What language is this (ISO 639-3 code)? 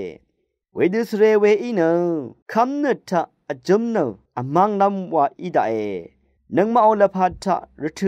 raw